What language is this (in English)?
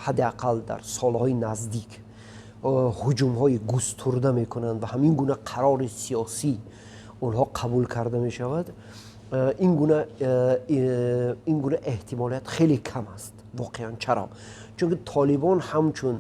Tajik